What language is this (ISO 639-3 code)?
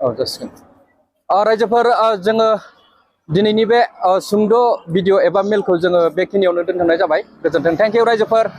brx